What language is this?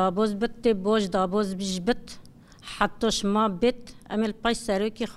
Kurdish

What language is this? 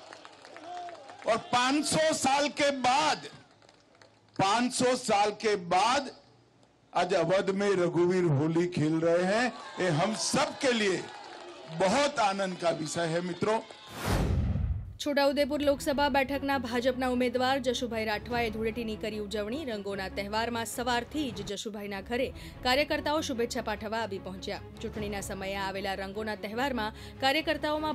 Gujarati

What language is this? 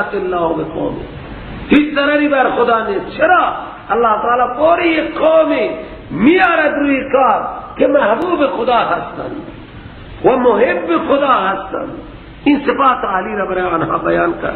Persian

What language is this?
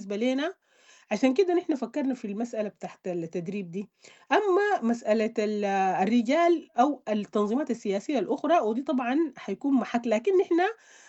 Sudanese Arabic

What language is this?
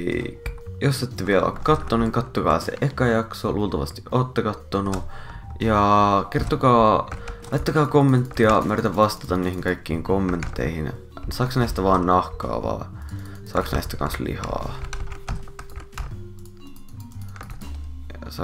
Finnish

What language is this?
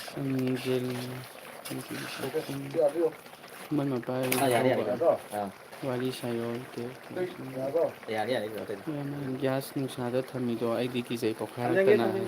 Manipuri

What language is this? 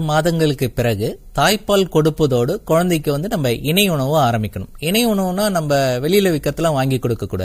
Tamil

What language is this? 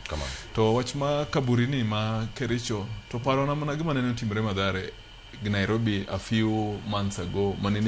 Luo (Kenya and Tanzania)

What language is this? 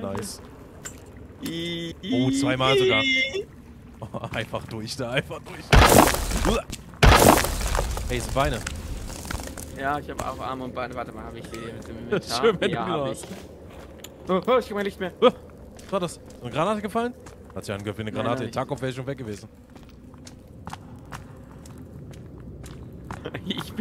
German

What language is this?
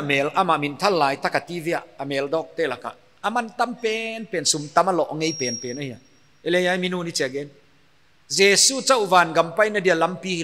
Paite Chin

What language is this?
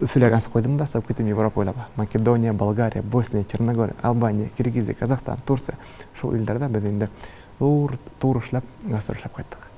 Tatar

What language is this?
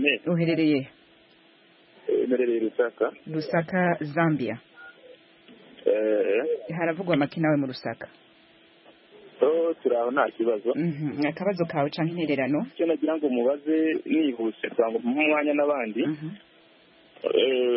Kinyarwanda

